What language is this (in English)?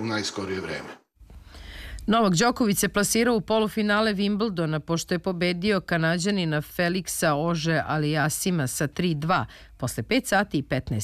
Serbian